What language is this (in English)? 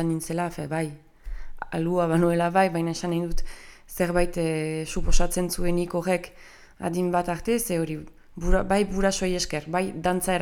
Basque